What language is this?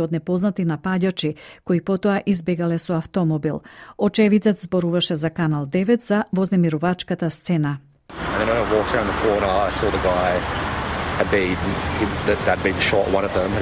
Macedonian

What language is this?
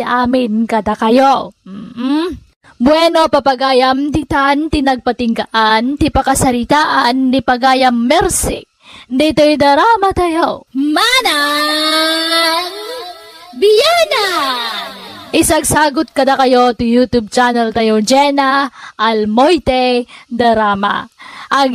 Iloko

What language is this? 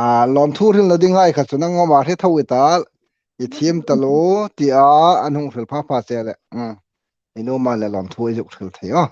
Hmar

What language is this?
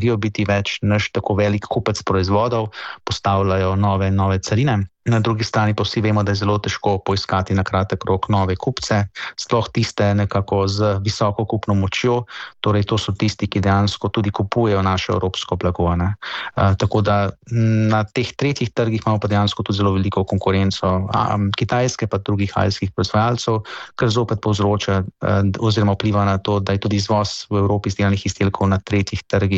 Slovenian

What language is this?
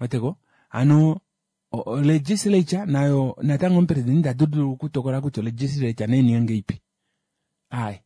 Kuanyama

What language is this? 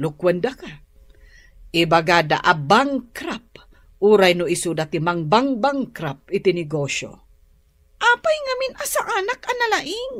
Iloko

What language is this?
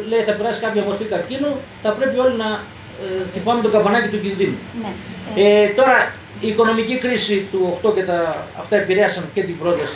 Greek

